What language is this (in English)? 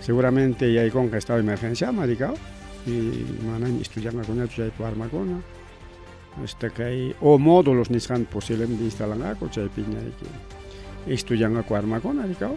Ayacucho Quechua